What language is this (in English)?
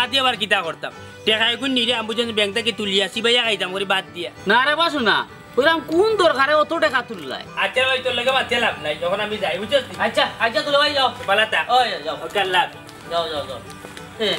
Sylheti